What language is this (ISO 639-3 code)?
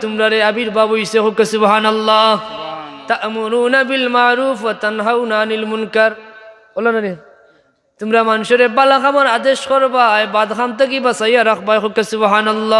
syl